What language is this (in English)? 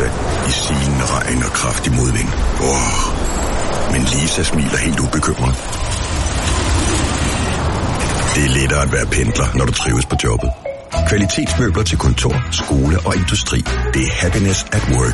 Danish